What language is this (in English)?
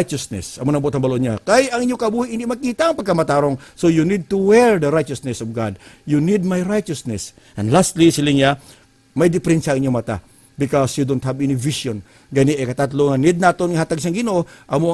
Hiligaynon